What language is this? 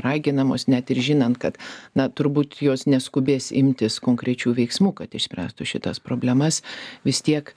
Lithuanian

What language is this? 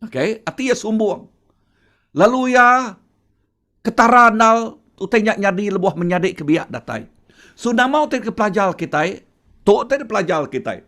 Iban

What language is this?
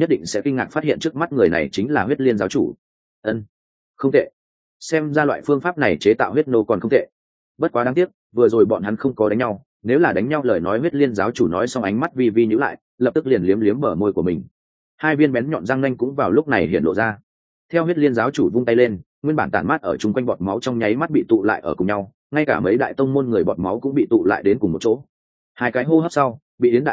Vietnamese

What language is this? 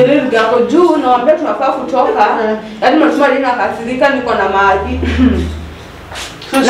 Swahili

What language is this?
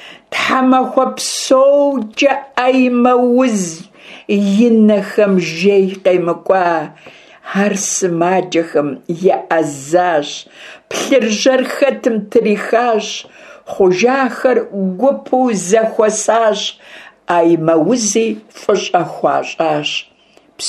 Kabardian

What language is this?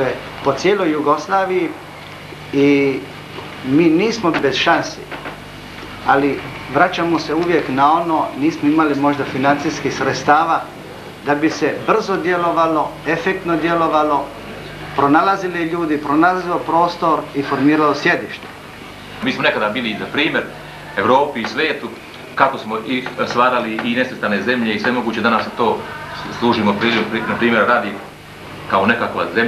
Croatian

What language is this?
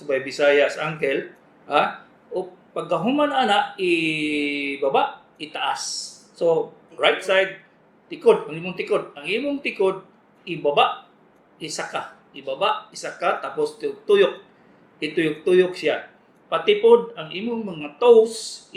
Cebuano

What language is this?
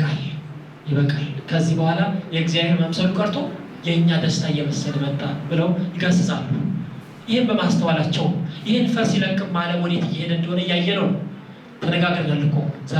Amharic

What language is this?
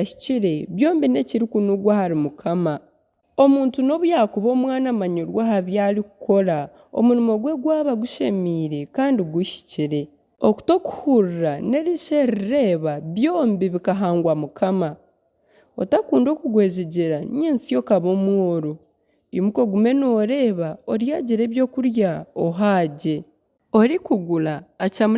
Nyankole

